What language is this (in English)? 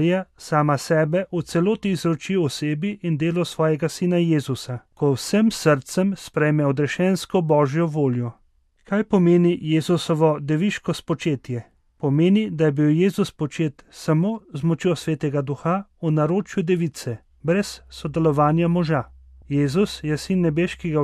Slovenian